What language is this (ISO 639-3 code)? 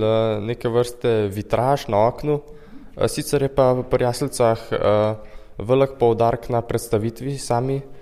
slv